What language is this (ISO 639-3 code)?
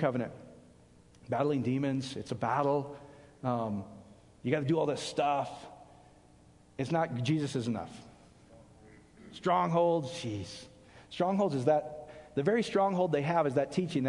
eng